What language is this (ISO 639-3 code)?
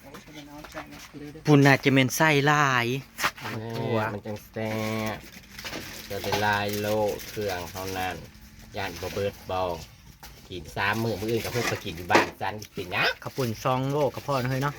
tts